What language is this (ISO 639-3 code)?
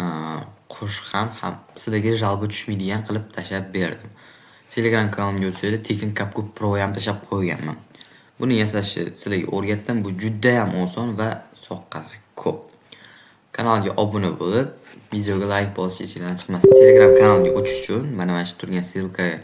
uzb